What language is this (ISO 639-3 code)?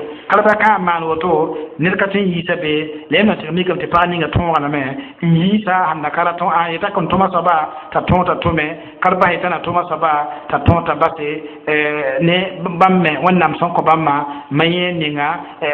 mos